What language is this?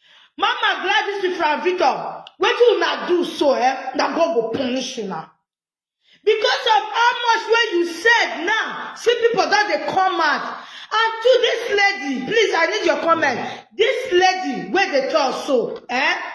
Nigerian Pidgin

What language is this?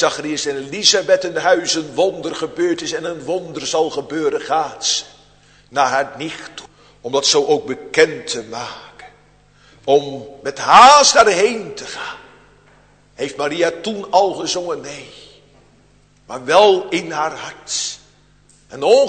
Dutch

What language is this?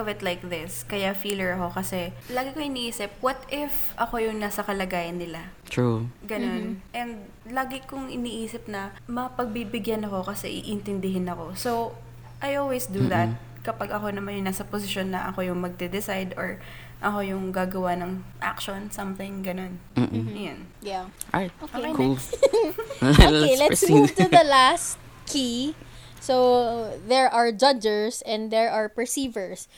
Filipino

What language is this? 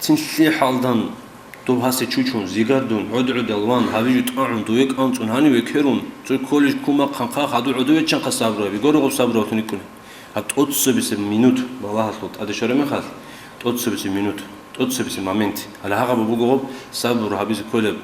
Avaric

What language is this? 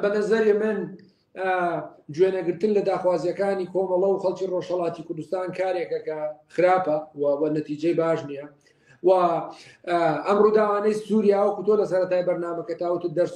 Central Kurdish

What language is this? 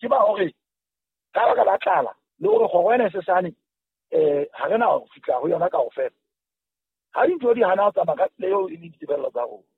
Southern Sotho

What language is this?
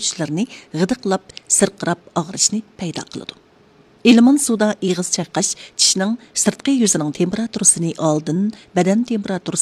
Uyghur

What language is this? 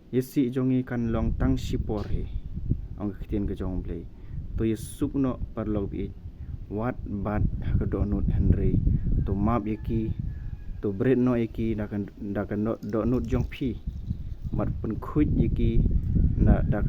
Khasi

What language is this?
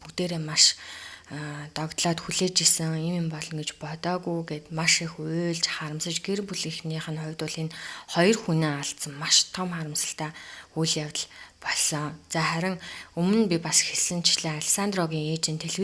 Mongolian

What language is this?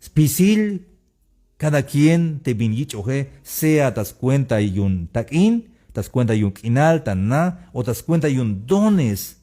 Tzeltal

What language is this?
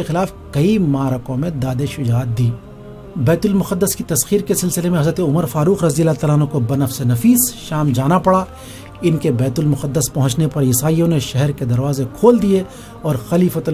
Urdu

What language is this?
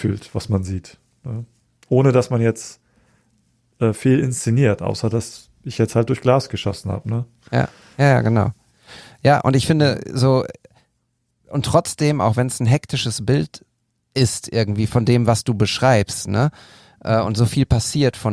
German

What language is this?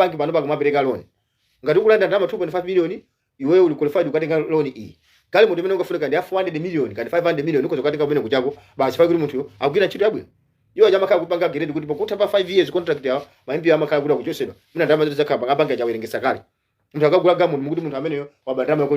Nyanja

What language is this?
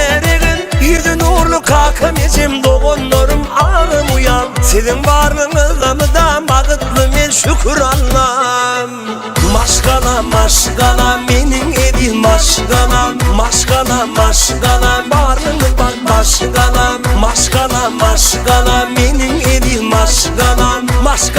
Turkmen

